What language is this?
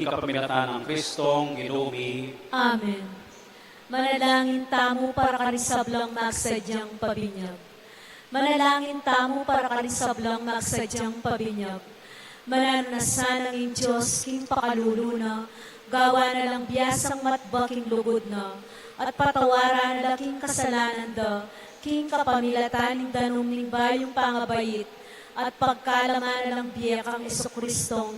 Pampanga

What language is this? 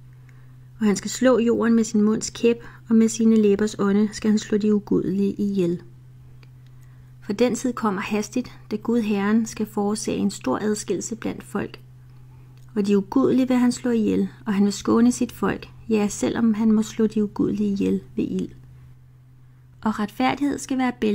Danish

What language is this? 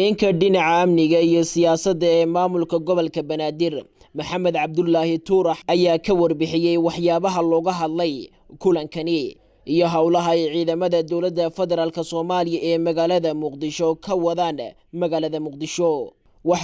Somali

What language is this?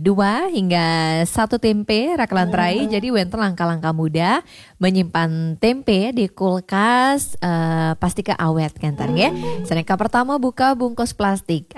Balinese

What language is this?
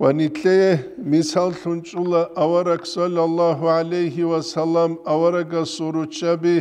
Avaric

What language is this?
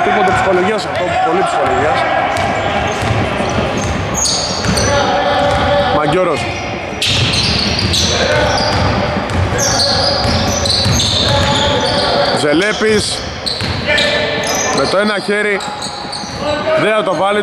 Greek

